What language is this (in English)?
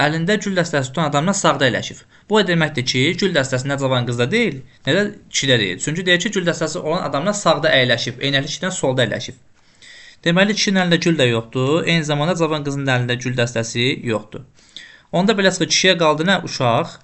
Azerbaijani